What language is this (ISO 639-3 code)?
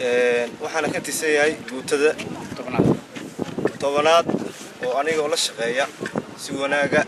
som